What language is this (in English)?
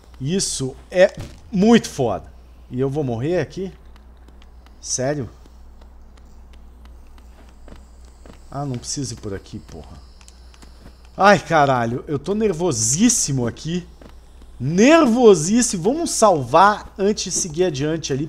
Portuguese